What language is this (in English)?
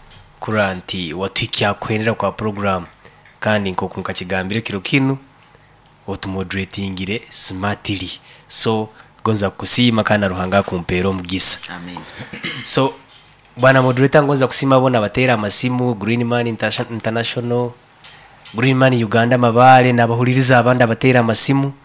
Nyoro